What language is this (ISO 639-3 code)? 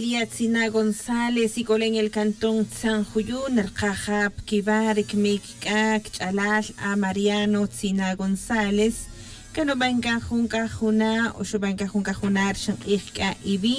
tzj